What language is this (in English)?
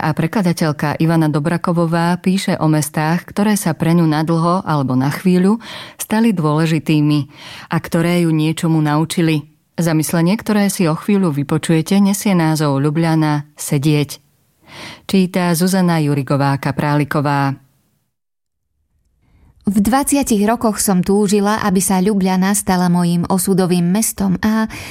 Slovak